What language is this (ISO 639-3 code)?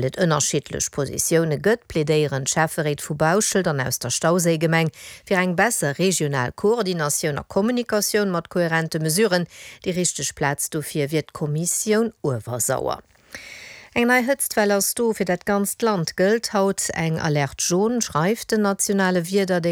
ltz